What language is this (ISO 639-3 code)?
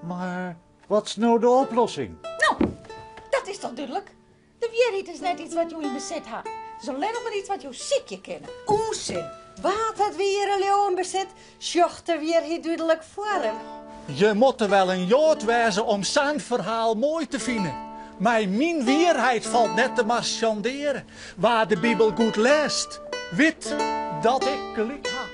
fry